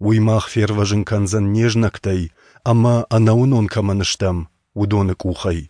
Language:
Ossetic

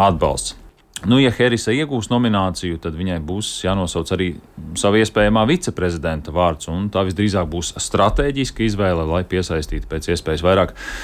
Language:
Latvian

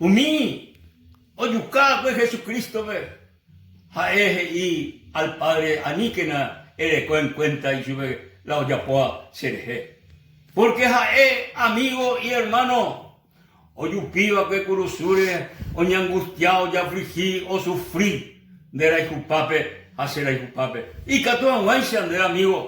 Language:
Guarani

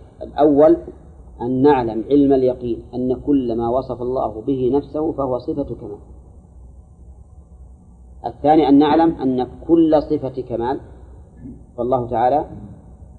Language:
Arabic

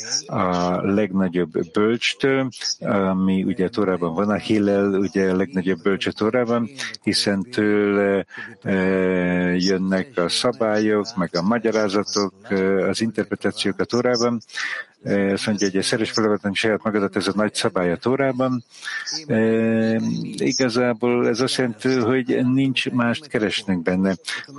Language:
Hungarian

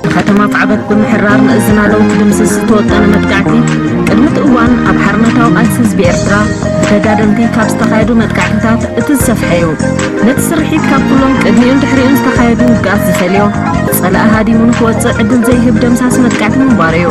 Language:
Tigrinya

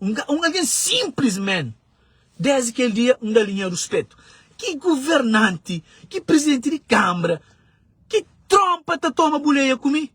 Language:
Kabuverdianu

